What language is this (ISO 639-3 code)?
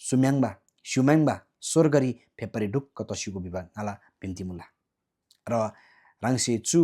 taj